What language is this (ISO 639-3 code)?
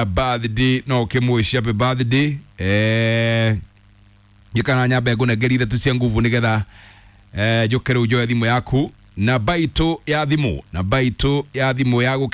kik